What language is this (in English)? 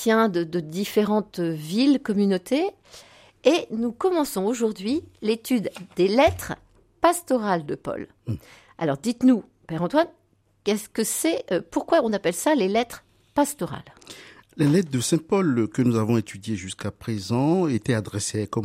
French